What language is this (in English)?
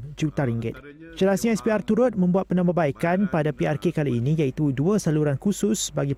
Malay